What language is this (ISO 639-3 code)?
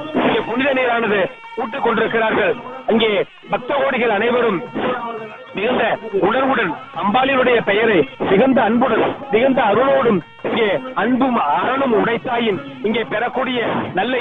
tam